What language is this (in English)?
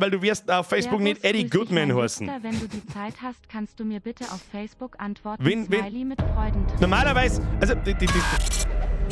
Bavarian